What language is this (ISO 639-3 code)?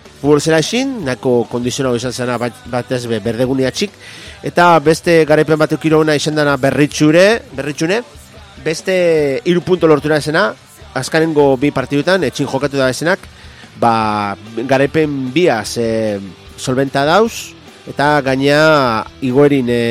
eus